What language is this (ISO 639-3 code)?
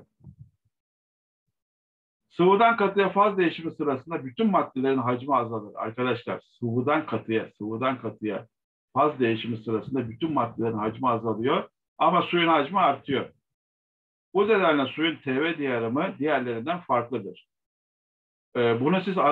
tur